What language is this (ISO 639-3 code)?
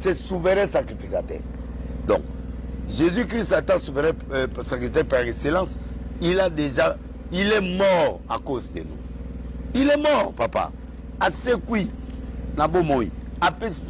lin